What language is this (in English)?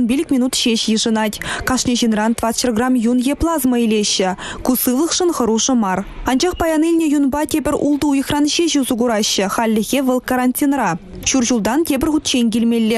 Chuvash